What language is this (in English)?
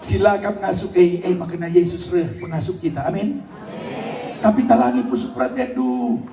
Batak Karo